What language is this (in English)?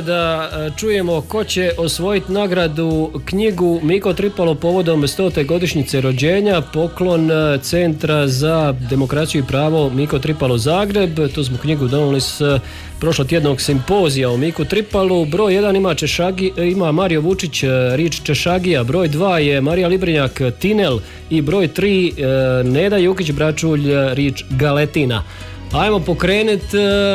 Croatian